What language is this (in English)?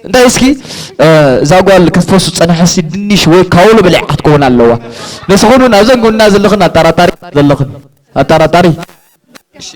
Tigrinya